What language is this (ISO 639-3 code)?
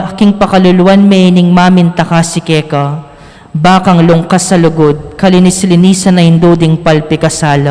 pam